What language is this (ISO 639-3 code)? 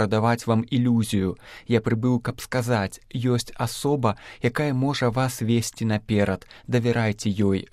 bel